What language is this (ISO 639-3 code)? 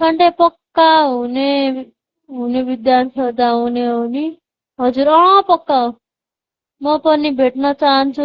nep